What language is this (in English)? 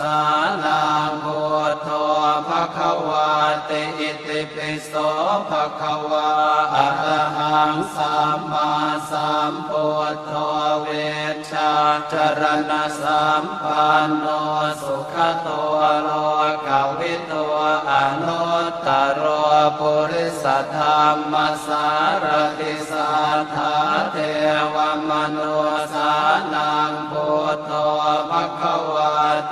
Pali